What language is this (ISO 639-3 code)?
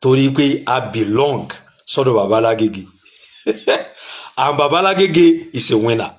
yor